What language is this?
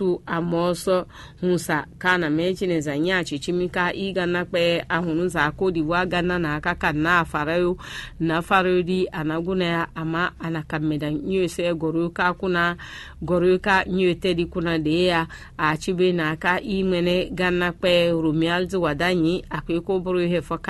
Fon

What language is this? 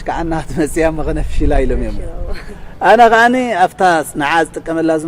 Tigrinya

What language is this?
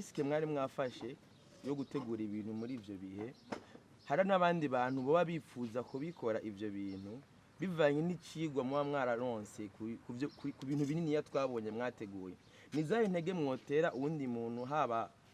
Rundi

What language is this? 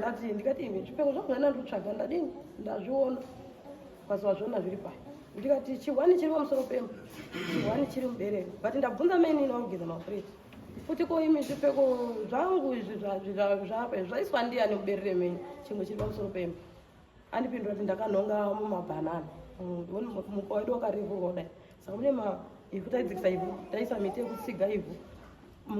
Shona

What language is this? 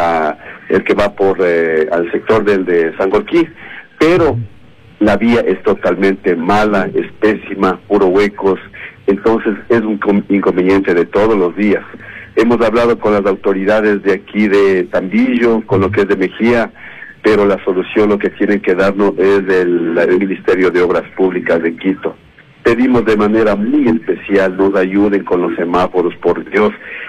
Spanish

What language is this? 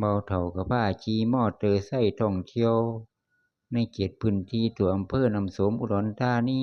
Northeastern Thai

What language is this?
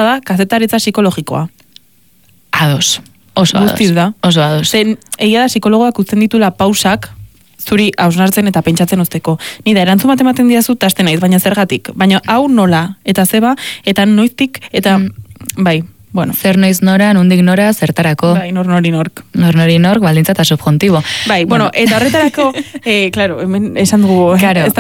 Basque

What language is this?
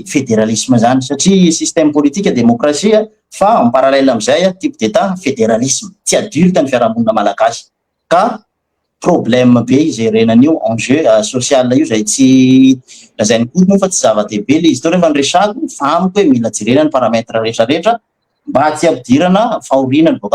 Malagasy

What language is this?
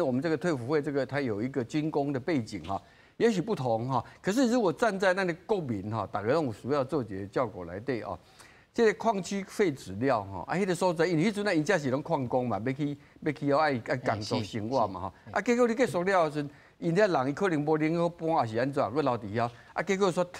Min Nan Chinese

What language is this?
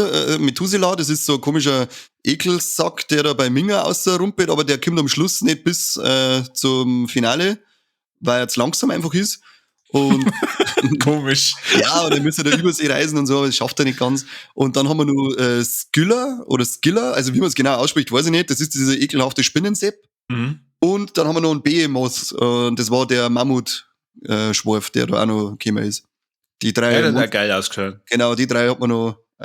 Bavarian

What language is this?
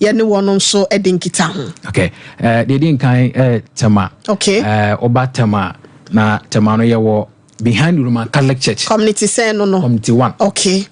Akan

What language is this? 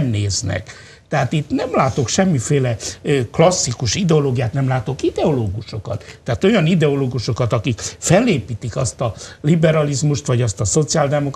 Hungarian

